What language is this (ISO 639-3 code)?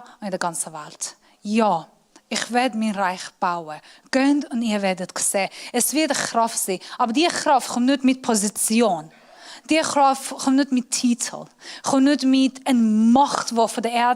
gsw